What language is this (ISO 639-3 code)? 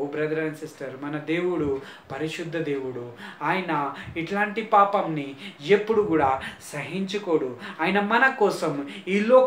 tel